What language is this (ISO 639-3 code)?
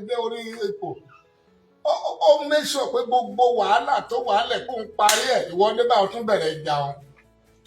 yor